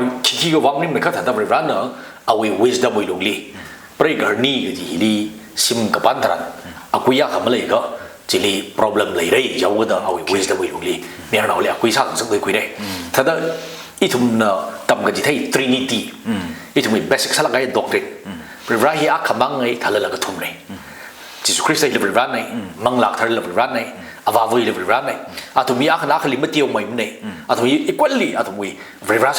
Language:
Tangkhul Naga (India)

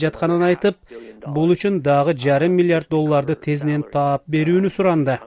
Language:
Kyrgyz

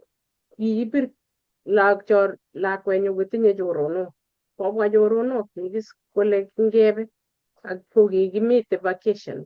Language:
Kalenjin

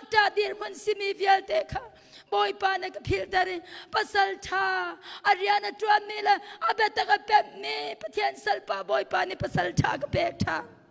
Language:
Hakha Chin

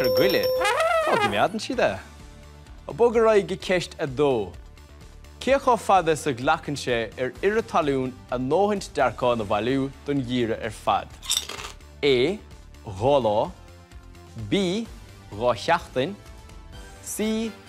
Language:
Irish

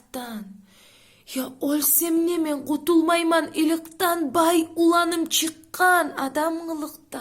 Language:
Kumyk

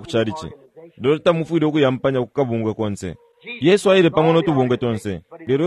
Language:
Bemba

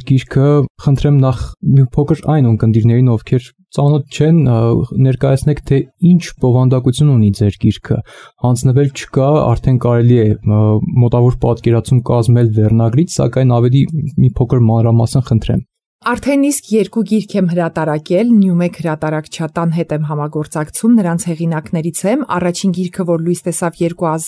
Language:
Armenian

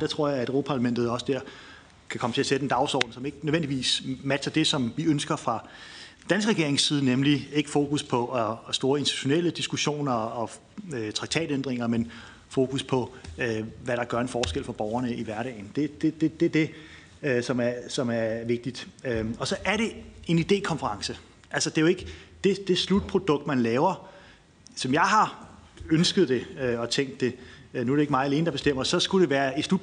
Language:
Danish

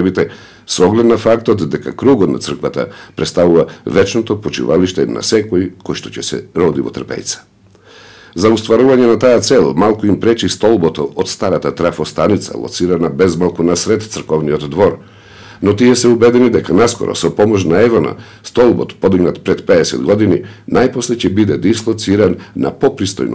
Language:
Macedonian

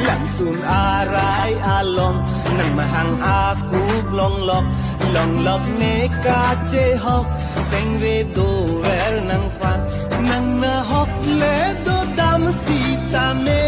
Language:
Karbi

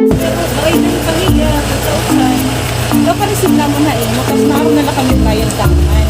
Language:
Waray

